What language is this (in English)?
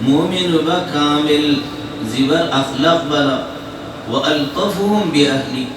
Rohingya